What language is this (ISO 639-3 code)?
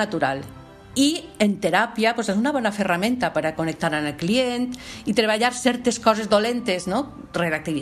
cat